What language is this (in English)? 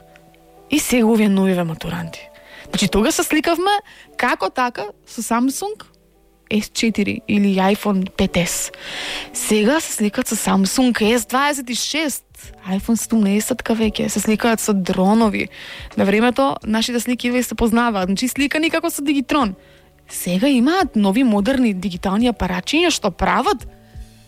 Macedonian